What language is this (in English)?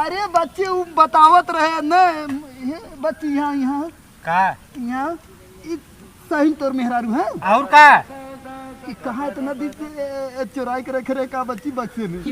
Awadhi